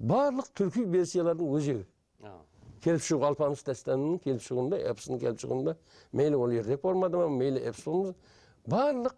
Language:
Kara-Kalpak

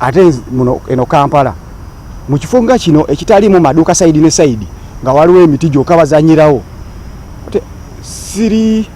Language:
Ganda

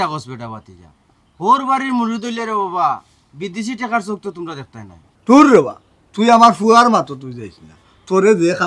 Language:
Sylheti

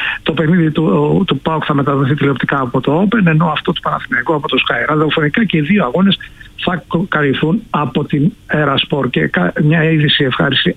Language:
Greek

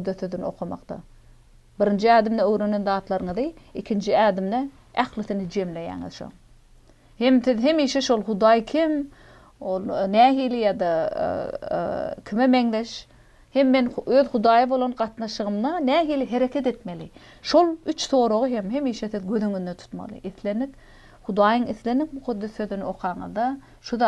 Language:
Turkmen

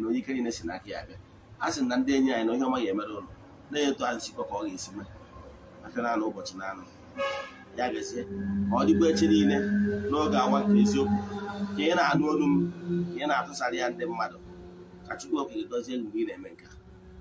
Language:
Igbo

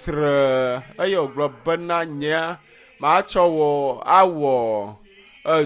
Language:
Ewe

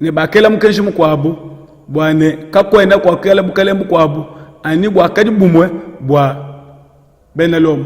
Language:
Luba-Lulua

